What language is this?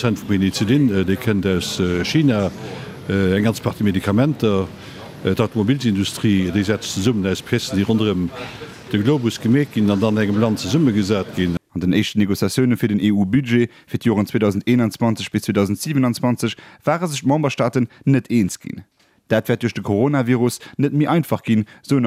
Luxembourgish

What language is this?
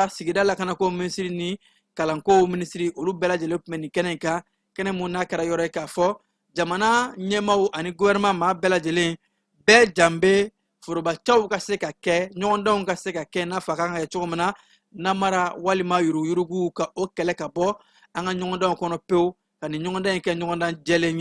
Bambara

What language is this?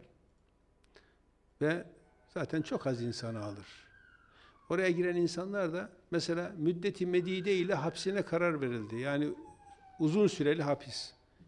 Turkish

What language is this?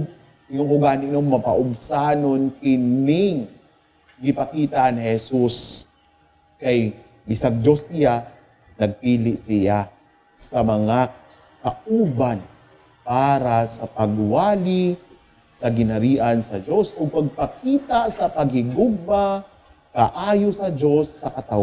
Cebuano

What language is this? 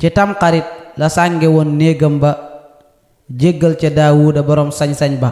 Wolof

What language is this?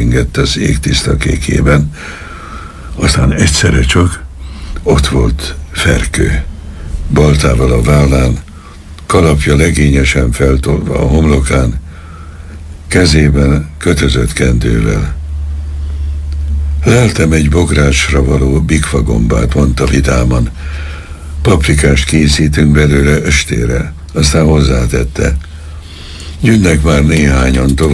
Hungarian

